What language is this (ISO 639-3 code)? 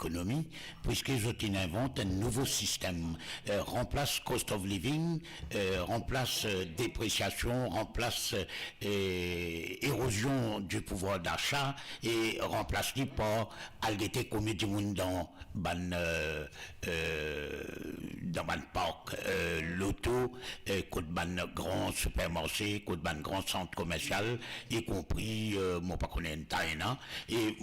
mfe